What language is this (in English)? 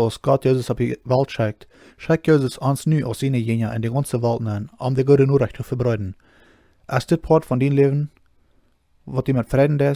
Plautdietsch